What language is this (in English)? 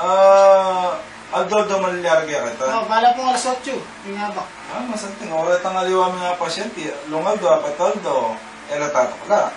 Pampanga